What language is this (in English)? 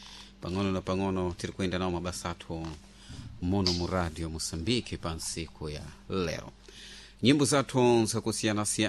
Sena